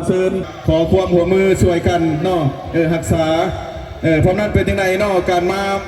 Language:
Northeastern Thai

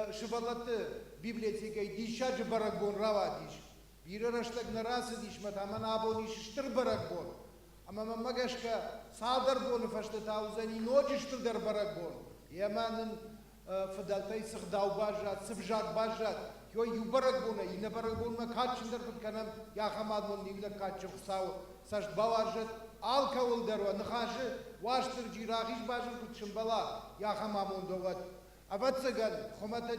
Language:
Ossetic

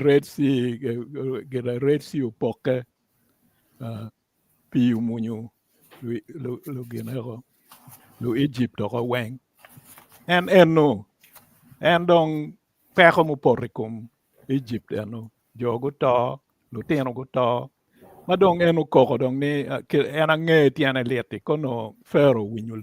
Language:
Acoli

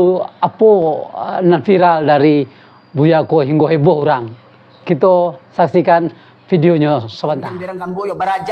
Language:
Minangkabau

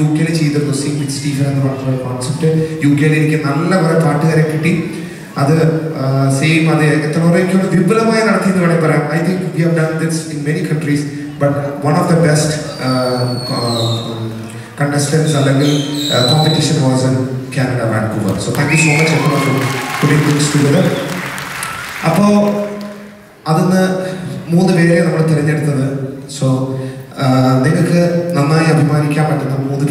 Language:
Malayalam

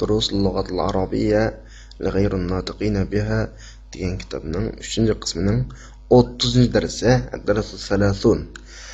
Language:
Uyghur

